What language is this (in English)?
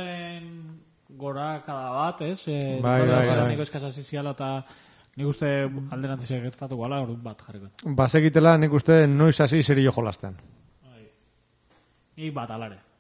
Basque